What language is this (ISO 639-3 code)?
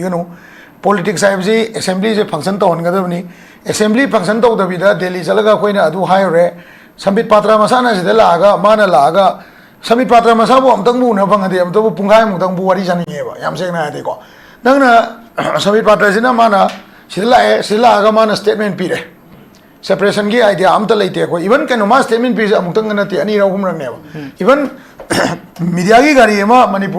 mni